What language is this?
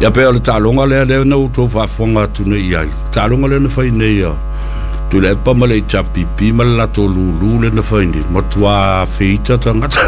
Samoan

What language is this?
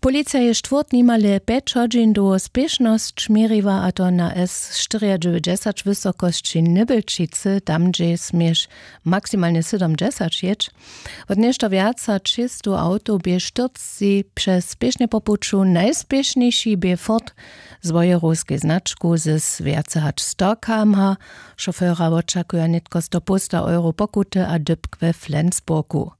Upper Sorbian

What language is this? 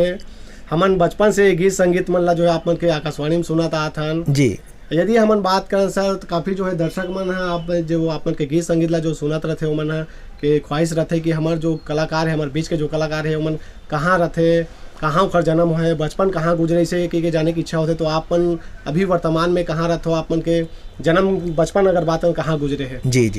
Chhattisgarhi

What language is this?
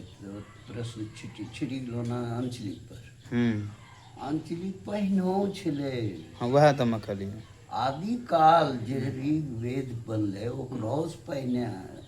Angika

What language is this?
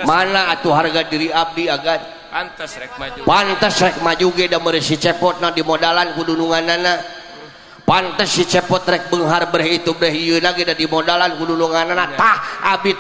Sundanese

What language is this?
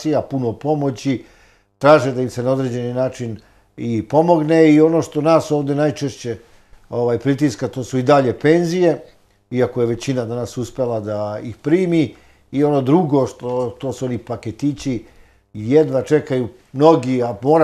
Serbian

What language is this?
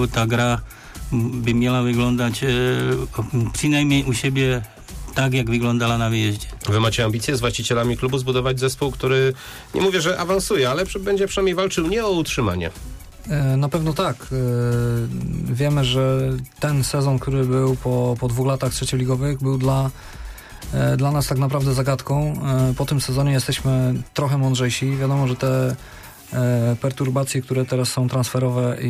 Polish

